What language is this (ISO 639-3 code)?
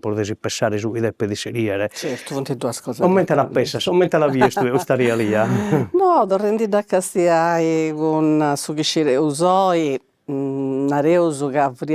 srd